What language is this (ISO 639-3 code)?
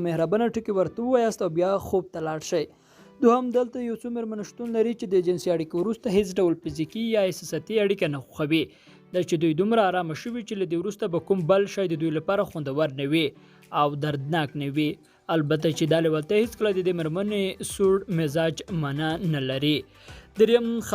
pus